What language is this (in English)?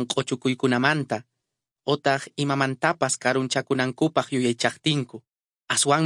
Quechua